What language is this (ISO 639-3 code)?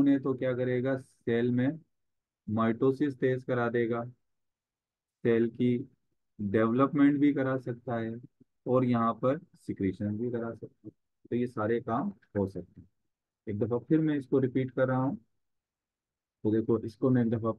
hin